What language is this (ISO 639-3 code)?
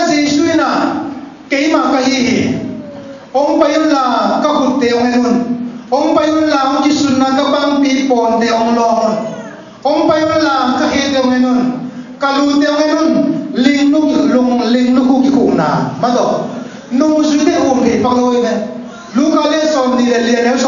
ctd